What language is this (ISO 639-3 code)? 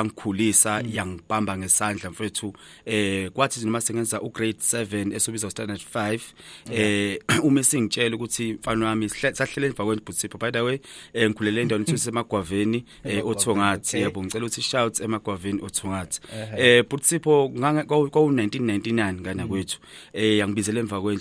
zul